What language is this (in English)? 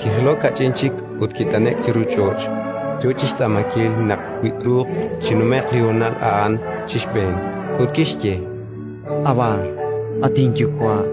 Kekchí